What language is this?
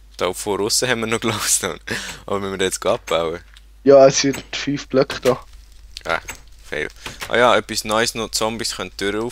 Swiss German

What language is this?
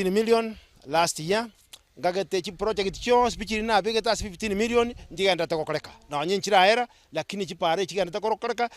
Gusii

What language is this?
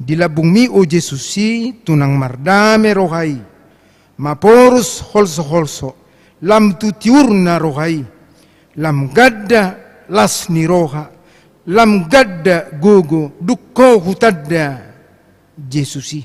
Batak Toba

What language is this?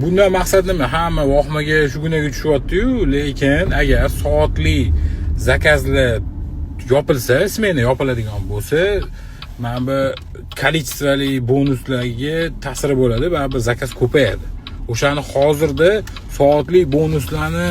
Uzbek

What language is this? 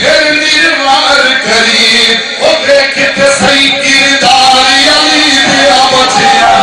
Saraiki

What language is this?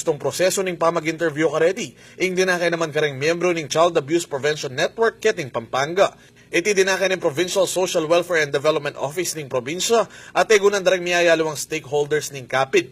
Pampanga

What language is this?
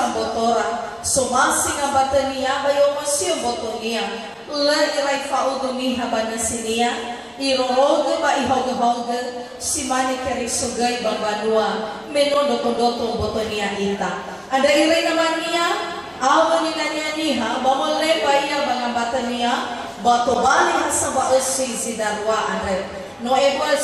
Nias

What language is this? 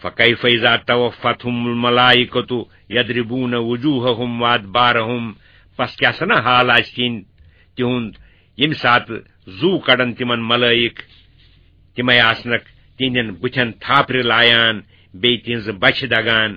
Kashmiri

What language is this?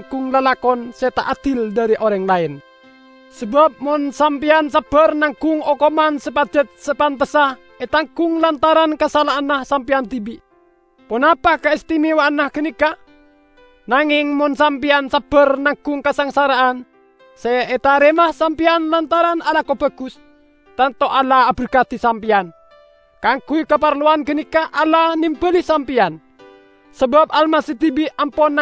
Madurese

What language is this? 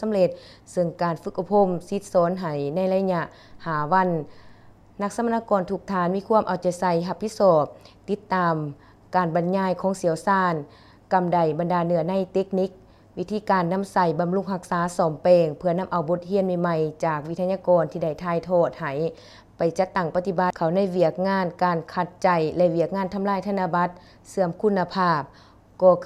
Lao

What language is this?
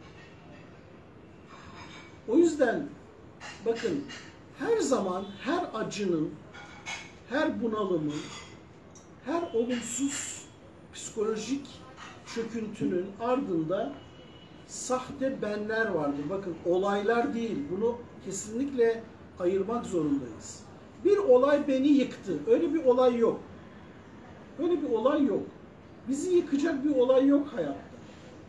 Turkish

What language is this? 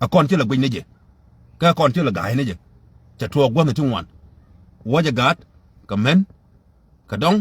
Nuer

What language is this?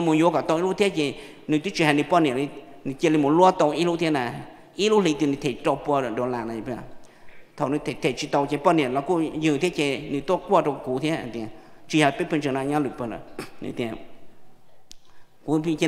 Vietnamese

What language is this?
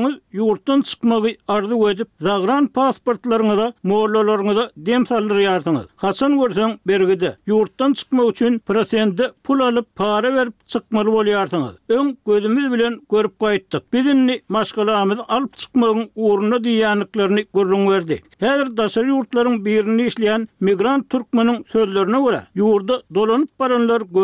Turkmen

